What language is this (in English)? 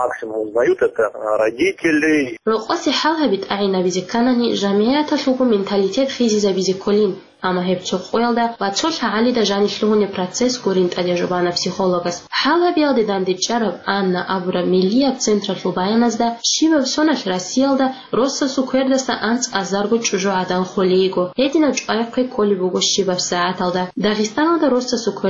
Avaric